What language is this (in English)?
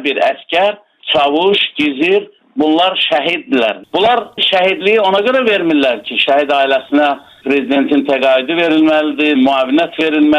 Azerbaijani